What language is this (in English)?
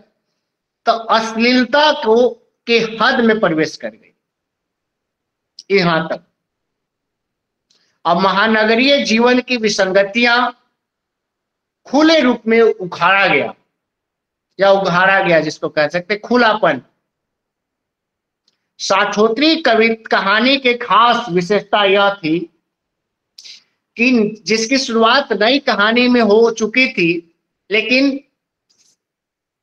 Hindi